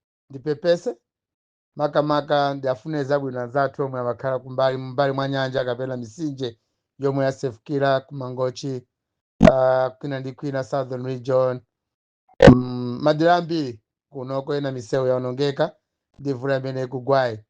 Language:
Nyanja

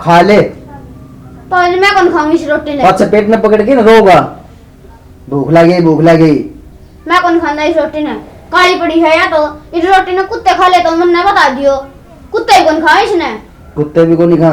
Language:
Haryanvi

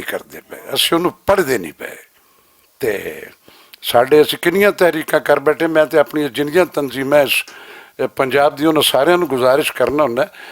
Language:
Western Panjabi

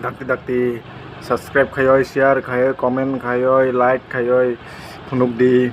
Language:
Kok Borok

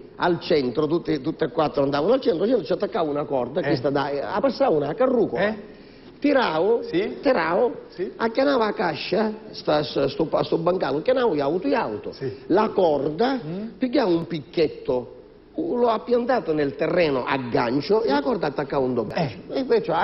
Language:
Sicilian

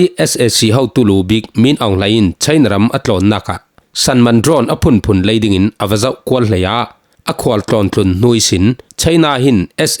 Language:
Falam Chin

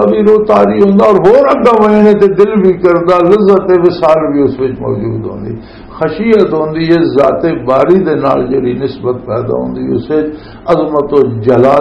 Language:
Western Panjabi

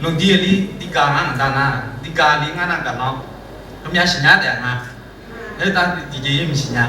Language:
Akha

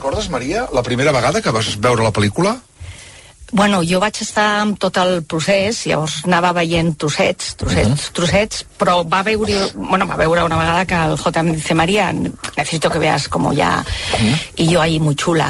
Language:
Catalan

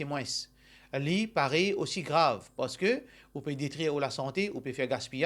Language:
Morisyen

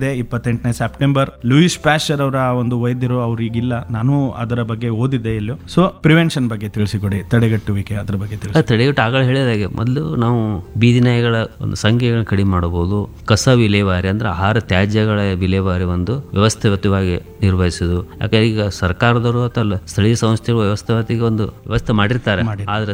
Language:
Kannada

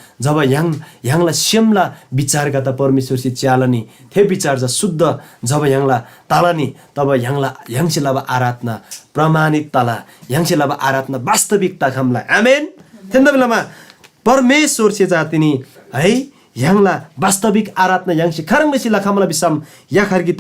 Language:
Eastern Tamang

